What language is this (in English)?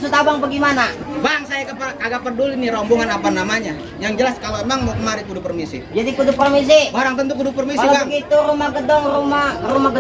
Betawi